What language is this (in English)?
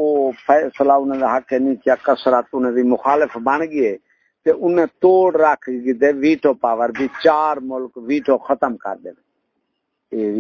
Saraiki